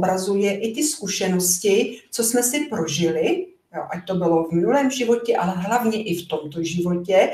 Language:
Czech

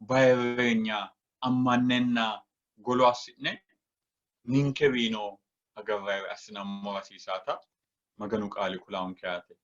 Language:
Sidamo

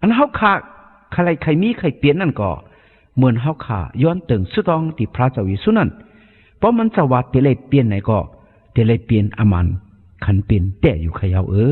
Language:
Shan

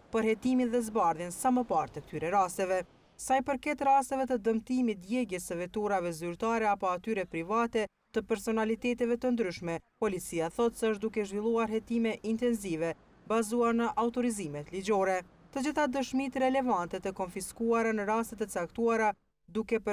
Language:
Albanian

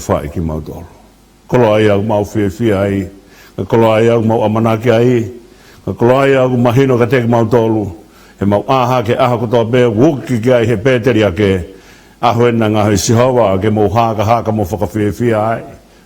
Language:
Tongan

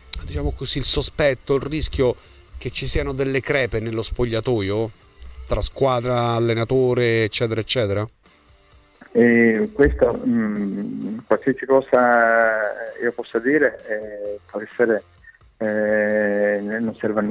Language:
Italian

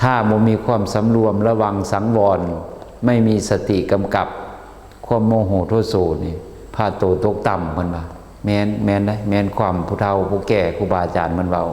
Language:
Lao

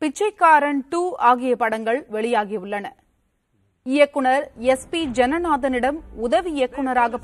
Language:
Tamil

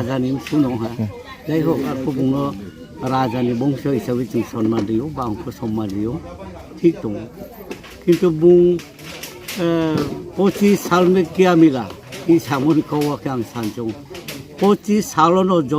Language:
Riang (India)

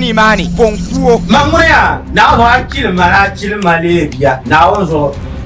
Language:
Dagbani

